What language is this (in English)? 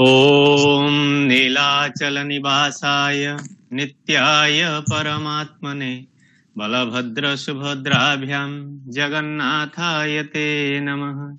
Sanskrit